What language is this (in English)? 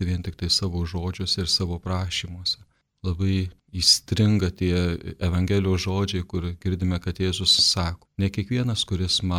Lithuanian